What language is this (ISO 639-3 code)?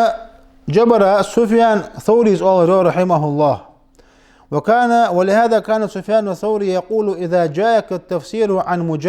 inh